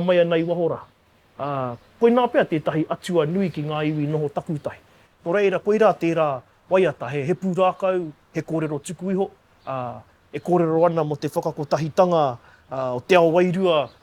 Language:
Māori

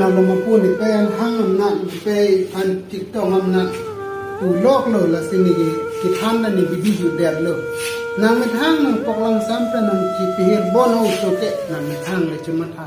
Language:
Karbi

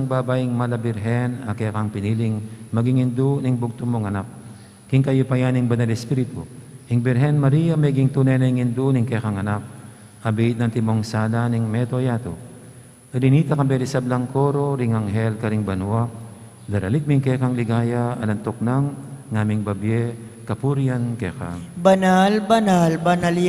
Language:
Pampanga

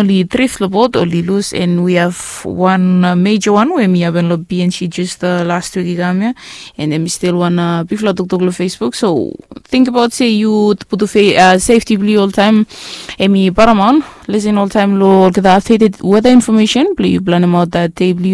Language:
Bislama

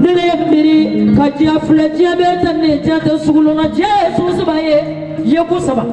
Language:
Bambara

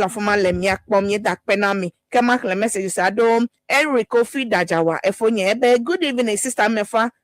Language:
Ewe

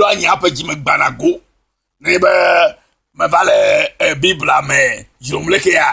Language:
Ewe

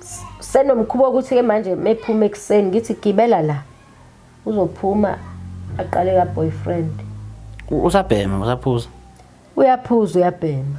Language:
Zulu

